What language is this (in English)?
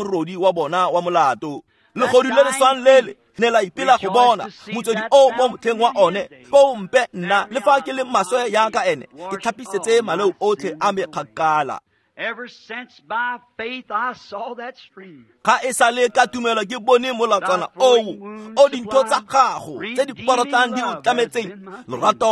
Tswana